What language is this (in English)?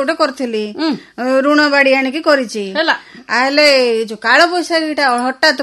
Odia